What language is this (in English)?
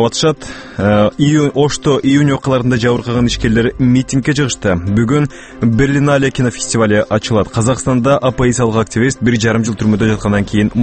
Kyrgyz